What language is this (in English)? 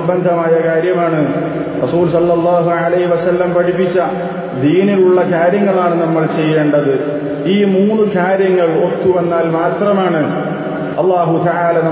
Malayalam